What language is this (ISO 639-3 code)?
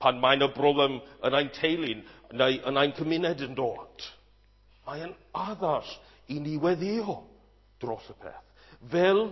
cym